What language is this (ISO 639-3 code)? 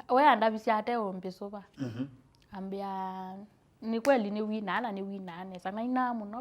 kam